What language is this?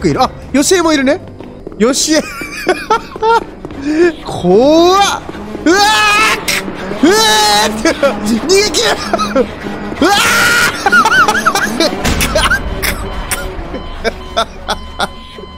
Japanese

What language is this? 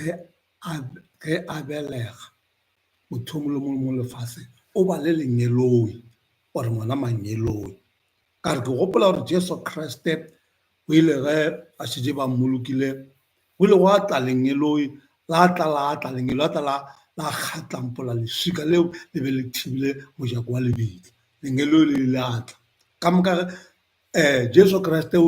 Northern Sotho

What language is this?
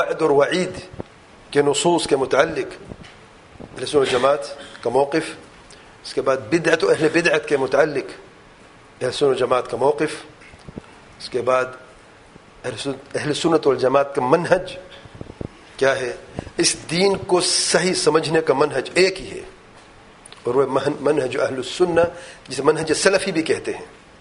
Urdu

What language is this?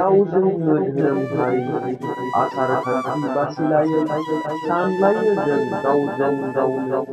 Bodo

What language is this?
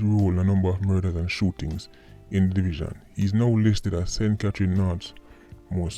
Jamaican Creole English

